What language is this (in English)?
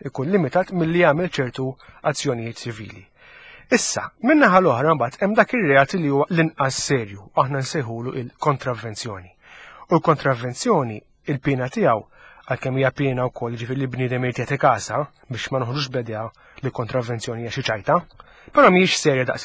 Maltese